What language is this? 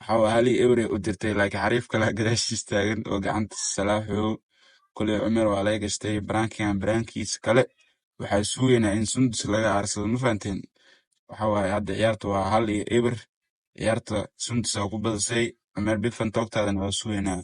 Somali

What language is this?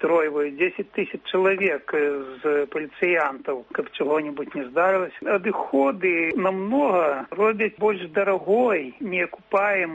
Belarusian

